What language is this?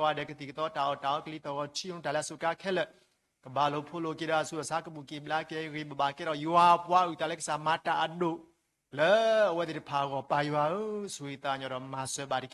S'gaw Karen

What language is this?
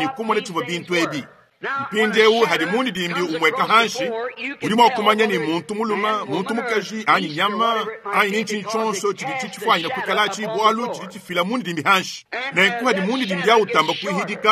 Luba-Lulua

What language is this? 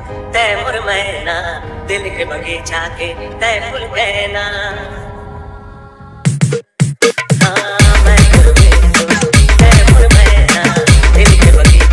Chhattisgarhi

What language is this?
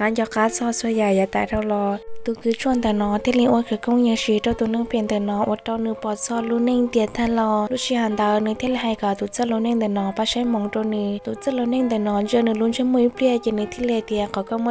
Hmong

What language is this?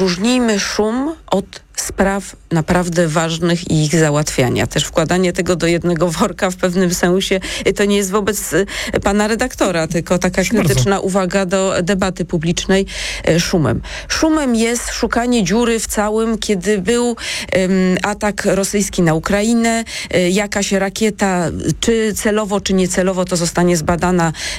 Polish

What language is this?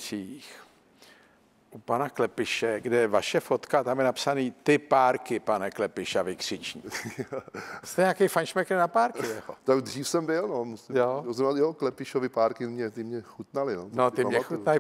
Czech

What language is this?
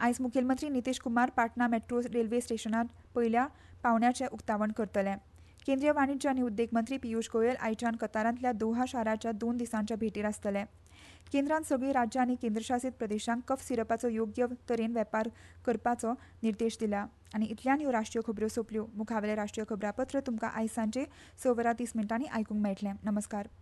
Konkani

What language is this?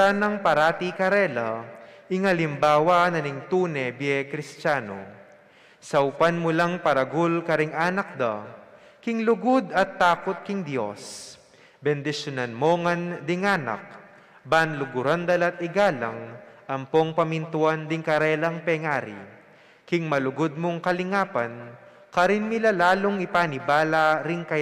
Pampanga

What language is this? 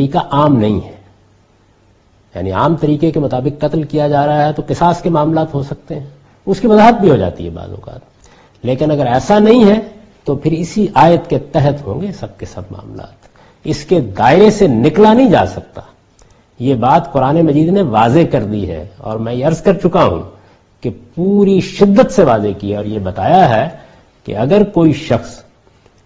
Urdu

